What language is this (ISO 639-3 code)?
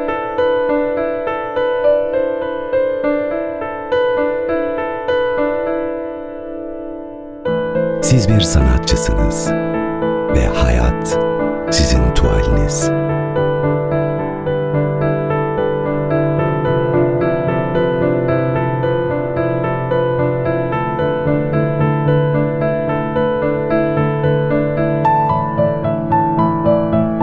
tur